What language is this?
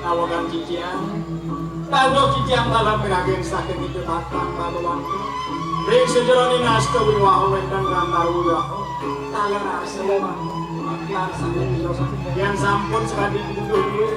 Balinese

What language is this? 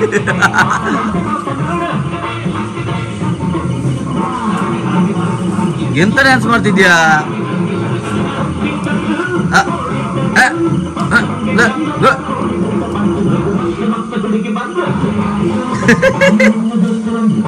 Kannada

